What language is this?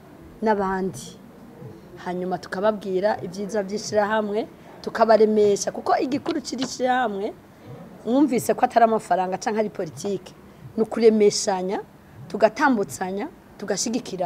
Rundi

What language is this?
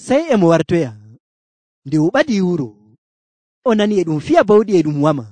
Nigerian Fulfulde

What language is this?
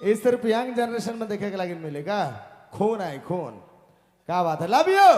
Sadri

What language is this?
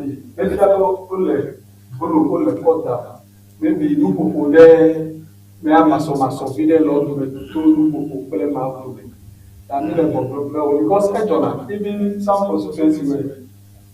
Ewe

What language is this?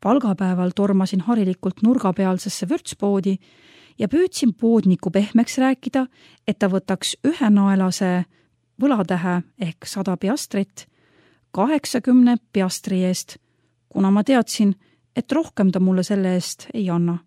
Estonian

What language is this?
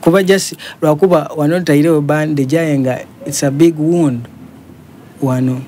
Soga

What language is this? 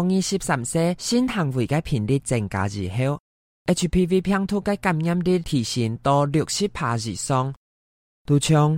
Hakka Chinese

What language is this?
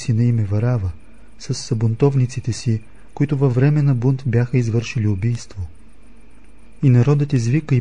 Bulgarian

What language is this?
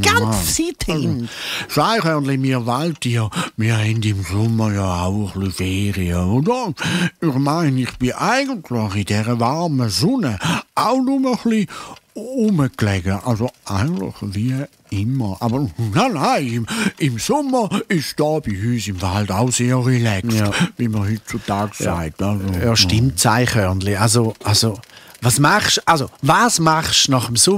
Swiss German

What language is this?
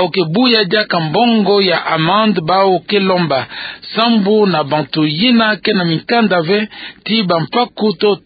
Kituba (Democratic Republic of Congo)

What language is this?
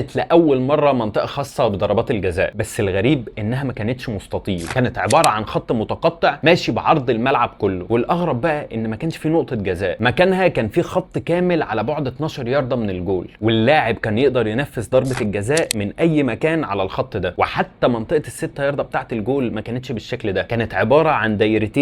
Egyptian Arabic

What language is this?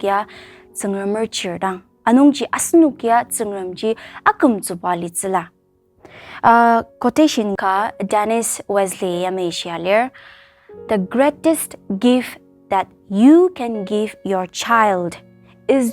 Ao Naga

